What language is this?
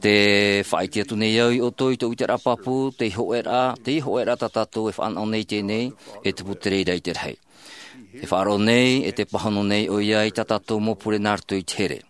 Tahitian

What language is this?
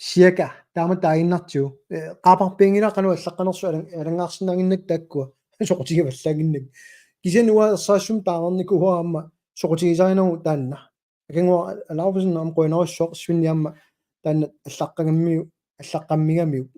Kalaallisut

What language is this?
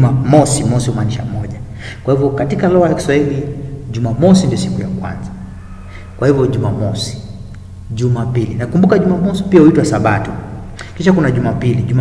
Swahili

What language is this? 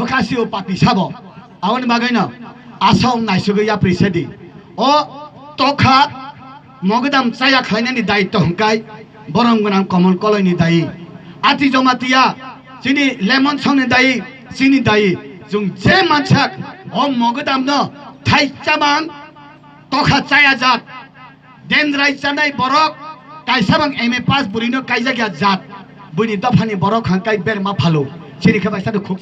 Kok Borok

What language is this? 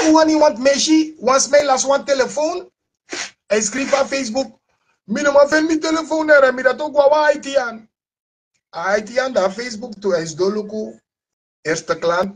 Sranan Tongo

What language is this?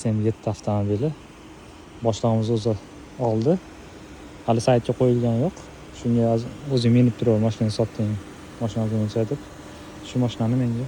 Uzbek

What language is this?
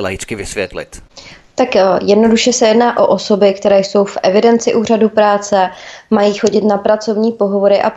Czech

